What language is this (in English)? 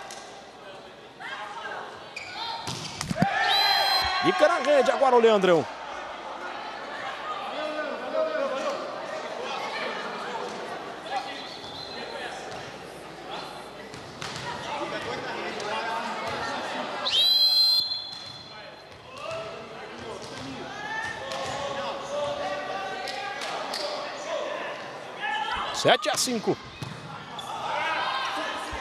Portuguese